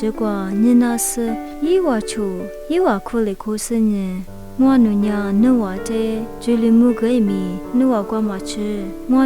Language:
Lisu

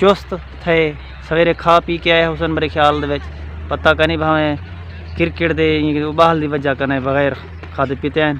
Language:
Saraiki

